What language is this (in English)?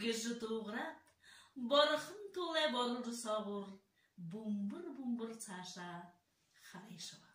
Buriat